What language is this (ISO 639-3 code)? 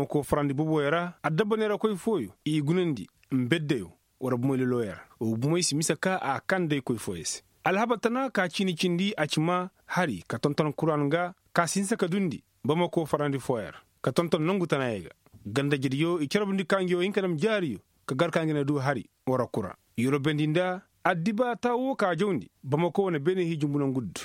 ses